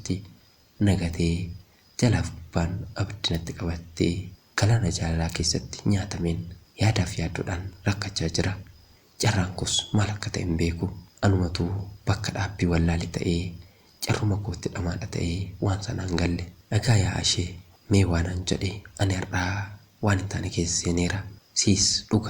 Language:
Oromo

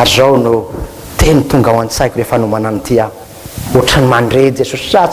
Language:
Malagasy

